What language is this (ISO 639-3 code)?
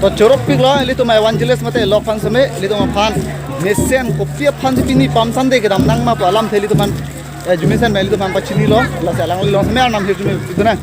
mjw